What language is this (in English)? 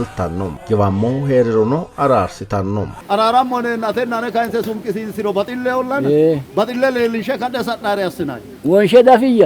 Sidamo